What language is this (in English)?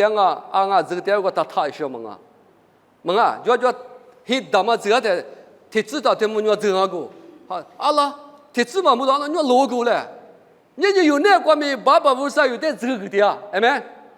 Lisu